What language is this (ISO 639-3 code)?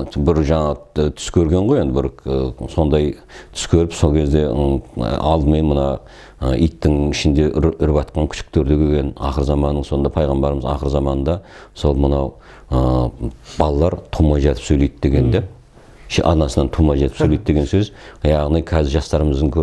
kaz